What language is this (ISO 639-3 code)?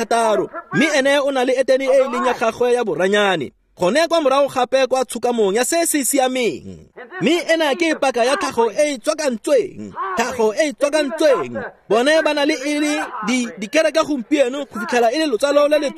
tsn